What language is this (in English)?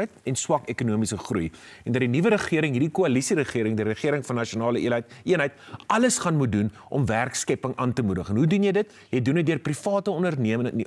Afrikaans